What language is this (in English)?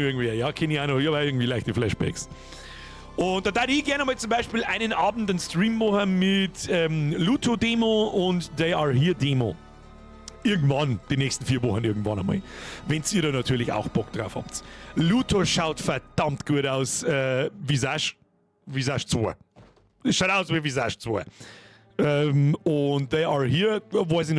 Bavarian